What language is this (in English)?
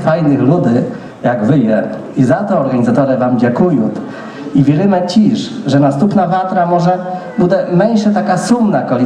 Rusyn